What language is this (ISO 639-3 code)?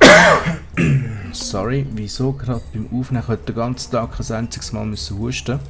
gsw